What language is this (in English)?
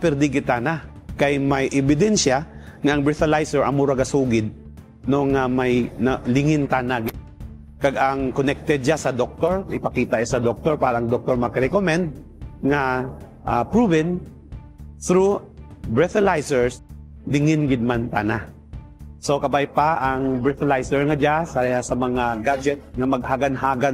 Kinaray-a